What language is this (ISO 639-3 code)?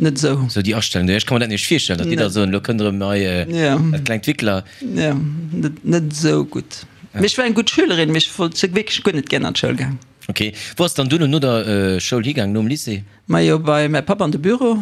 ltz